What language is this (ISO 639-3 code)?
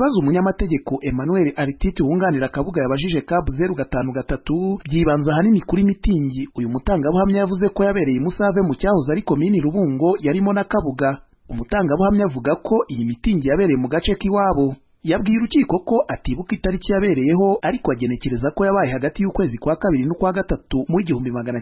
kin